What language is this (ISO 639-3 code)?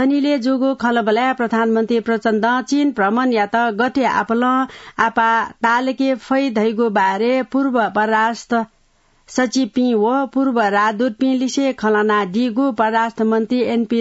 new